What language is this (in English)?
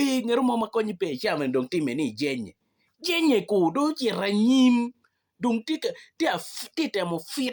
Acoli